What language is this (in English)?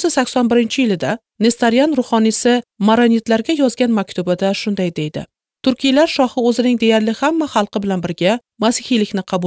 Uzbek